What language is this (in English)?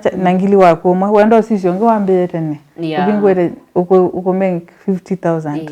Kamba